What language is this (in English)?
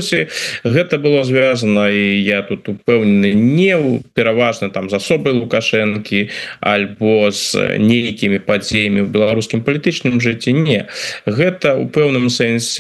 Belarusian